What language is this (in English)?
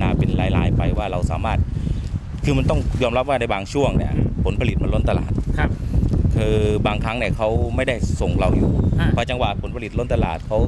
Thai